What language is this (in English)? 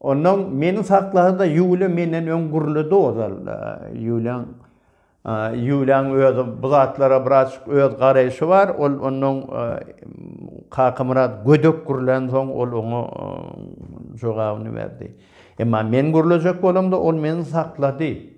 Turkmen